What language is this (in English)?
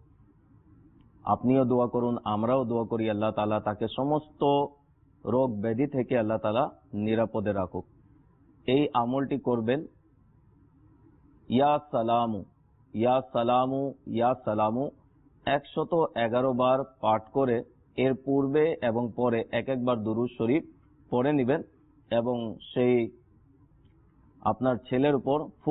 Bangla